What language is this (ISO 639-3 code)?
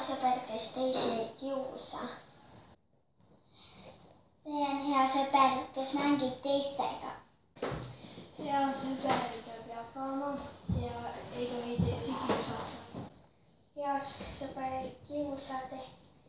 est